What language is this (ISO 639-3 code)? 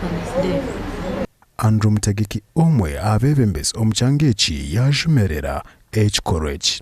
nyn